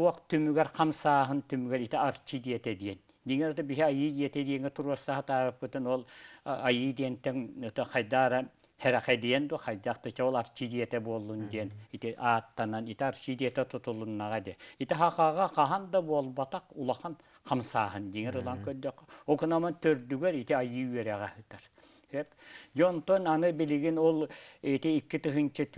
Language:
Yakut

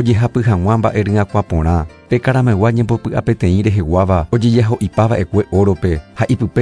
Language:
Guarani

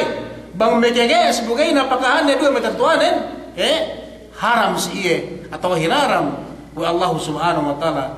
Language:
Yakan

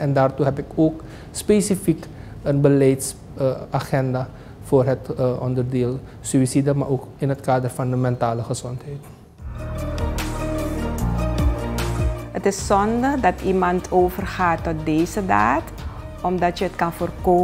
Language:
Dutch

